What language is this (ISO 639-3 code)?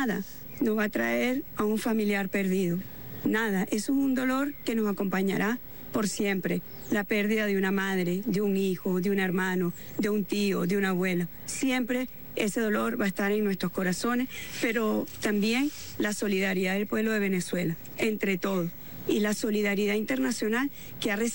spa